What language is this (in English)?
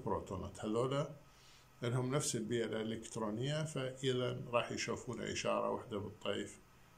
Mesopotamian Arabic